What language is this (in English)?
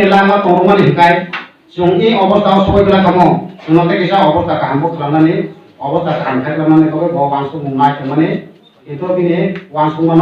Kok Borok